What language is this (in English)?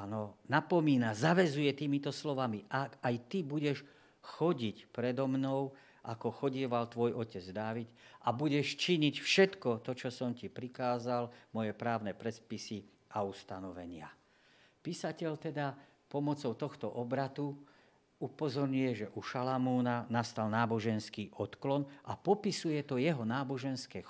Slovak